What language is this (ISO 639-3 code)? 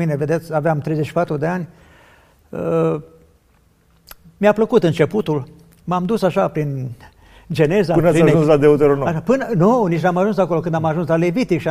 ron